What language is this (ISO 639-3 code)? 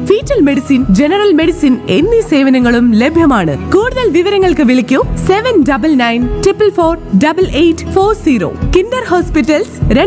mal